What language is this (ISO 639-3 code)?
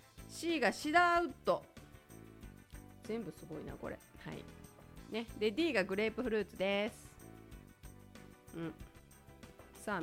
jpn